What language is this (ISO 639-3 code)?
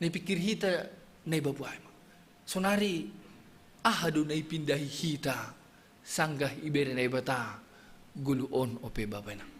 bts